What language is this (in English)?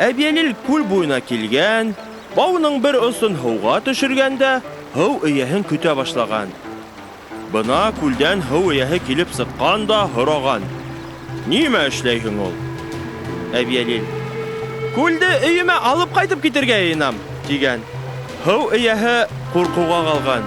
Bashkir